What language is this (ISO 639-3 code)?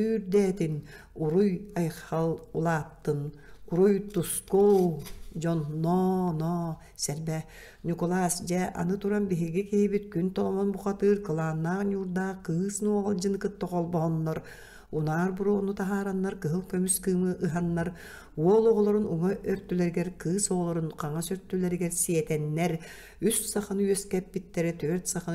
sah